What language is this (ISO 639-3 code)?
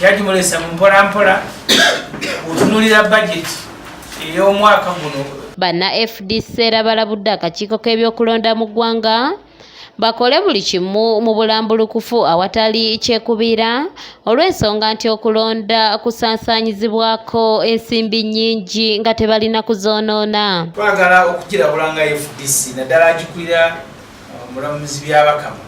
lug